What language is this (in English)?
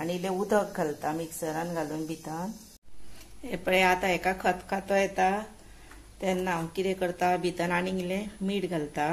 Konkani